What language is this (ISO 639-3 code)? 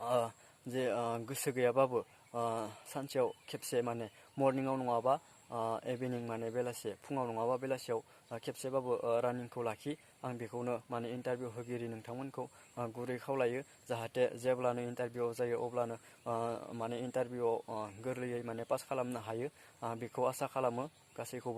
brx